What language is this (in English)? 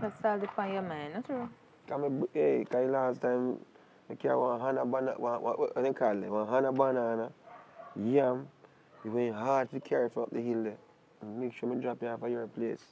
Jamaican Creole English